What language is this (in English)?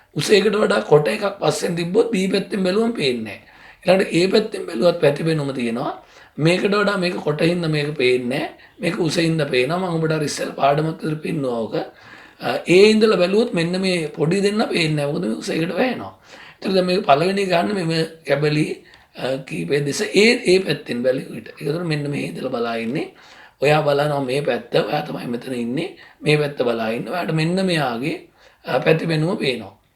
Sinhala